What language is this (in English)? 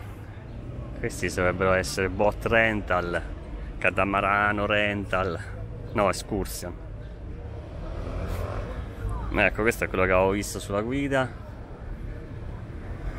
Italian